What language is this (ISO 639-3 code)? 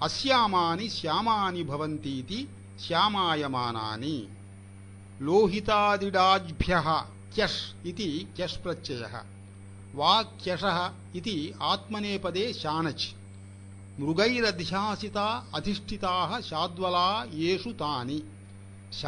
san